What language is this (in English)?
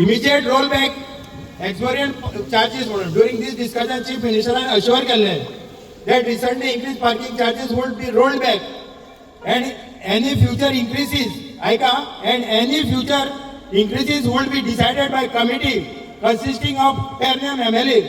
Konkani